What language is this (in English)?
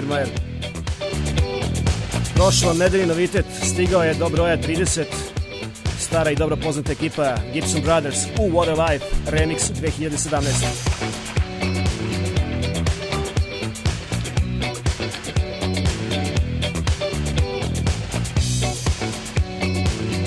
Serbian